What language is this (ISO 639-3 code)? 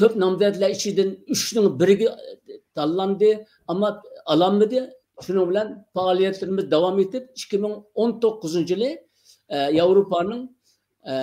uig